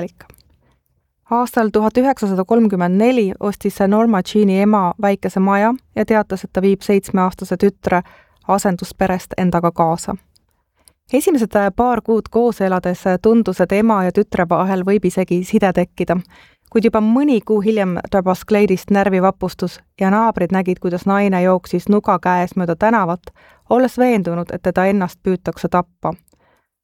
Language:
Estonian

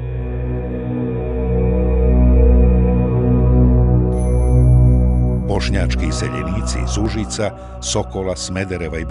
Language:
Bosnian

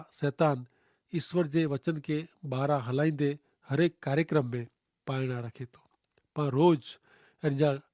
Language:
Kachhi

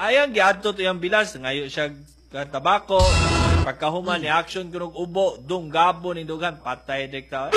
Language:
Cebuano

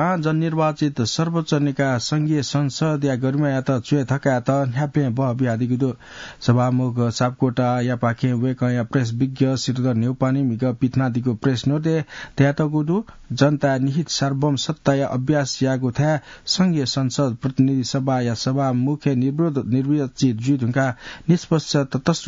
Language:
Newari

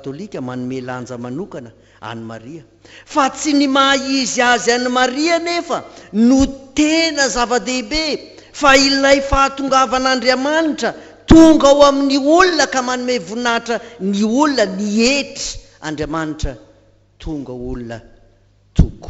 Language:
Malagasy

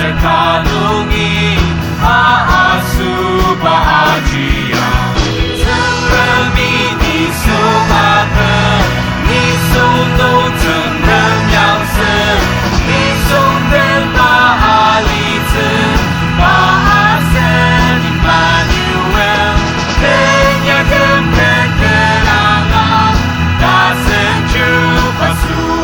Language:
Ao Naga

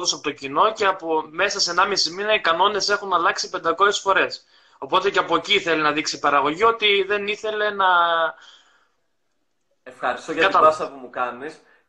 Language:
Greek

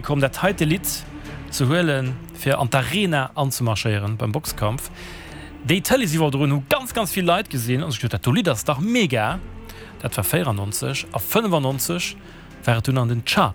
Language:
Luxembourgish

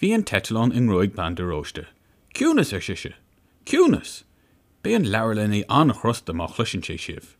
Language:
Irish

